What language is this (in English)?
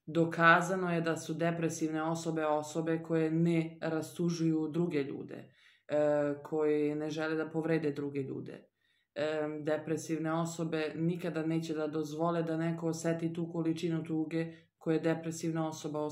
Serbian